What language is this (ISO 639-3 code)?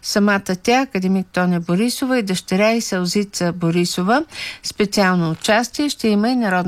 bul